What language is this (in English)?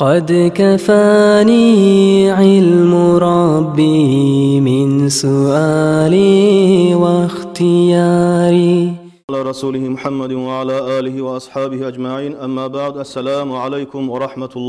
Kumyk